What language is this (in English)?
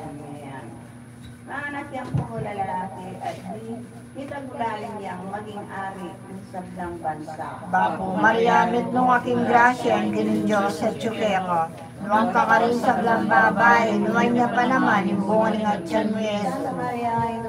Pampanga